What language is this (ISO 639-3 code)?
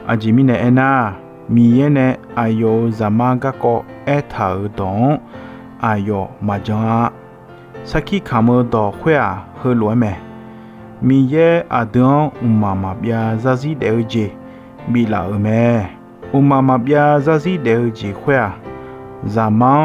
ahk